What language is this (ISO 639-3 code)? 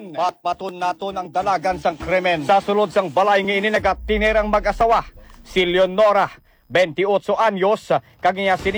hil